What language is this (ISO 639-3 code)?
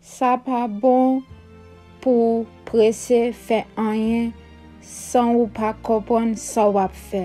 hat